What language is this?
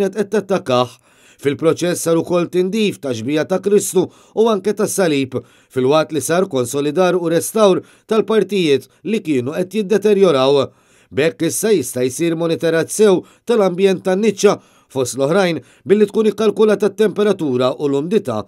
Maltese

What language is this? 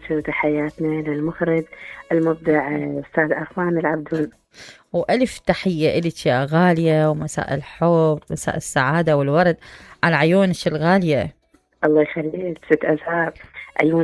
Mesopotamian Arabic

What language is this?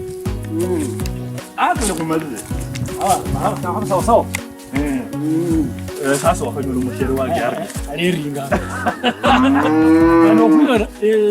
Kabras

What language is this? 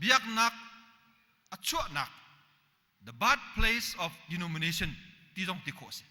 Hakha Chin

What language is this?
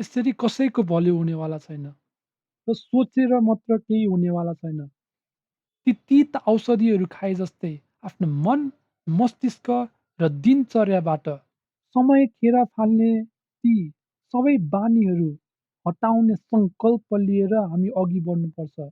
Nepali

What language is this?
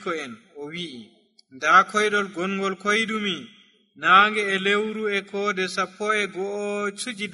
Nigerian Fulfulde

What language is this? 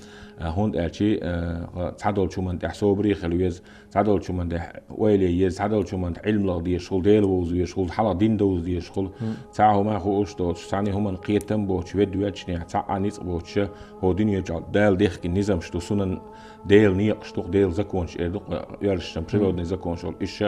Chechen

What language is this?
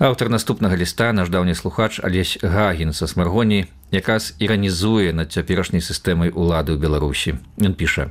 Belarusian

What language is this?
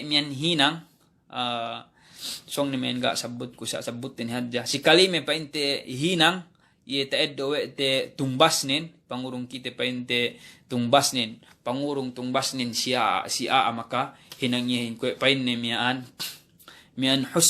Yakan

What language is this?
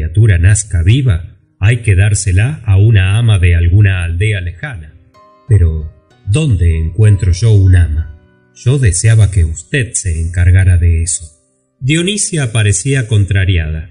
Spanish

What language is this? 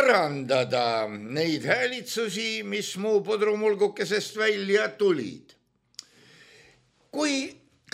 Estonian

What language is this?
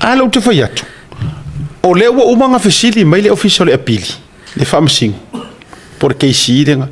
Samoan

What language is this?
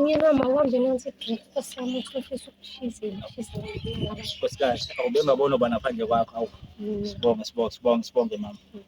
Zulu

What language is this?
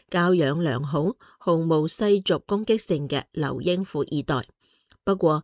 Cantonese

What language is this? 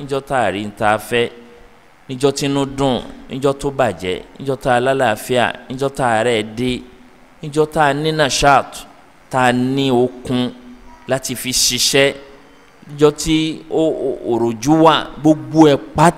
Yoruba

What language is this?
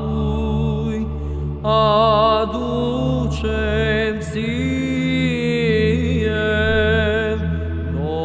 Romanian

